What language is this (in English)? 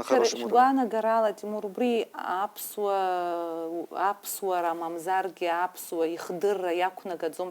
Abkhazian